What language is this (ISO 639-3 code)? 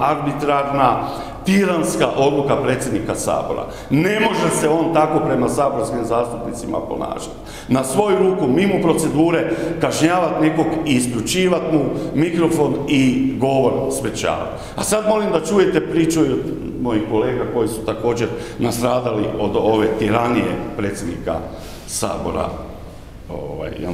hrv